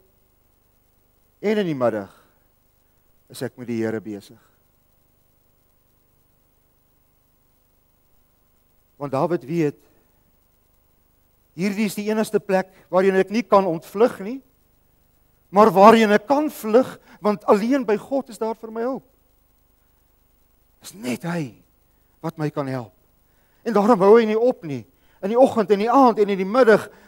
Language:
Afrikaans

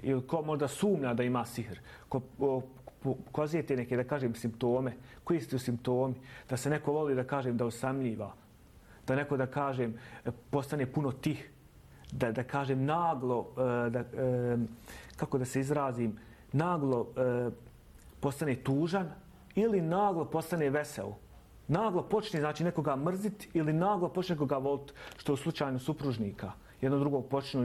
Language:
Bosnian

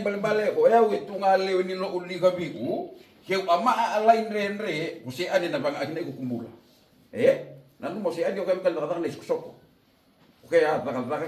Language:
Fijian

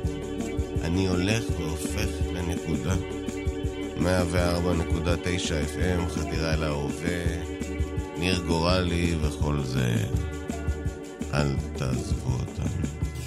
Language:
Hebrew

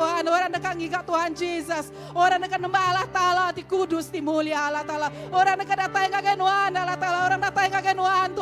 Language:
Iban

